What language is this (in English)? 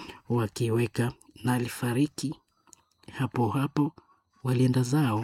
Swahili